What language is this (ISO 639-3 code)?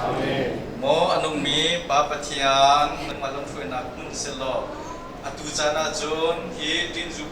cnh